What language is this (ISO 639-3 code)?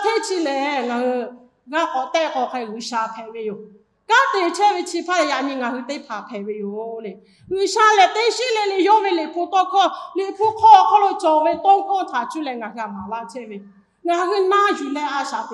lhu